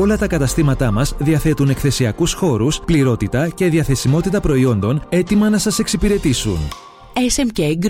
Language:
Greek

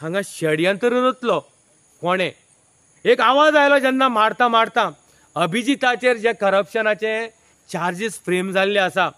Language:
Konkani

